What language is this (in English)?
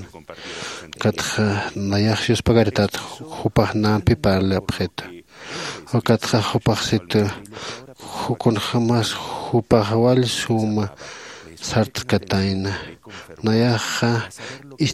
Aymara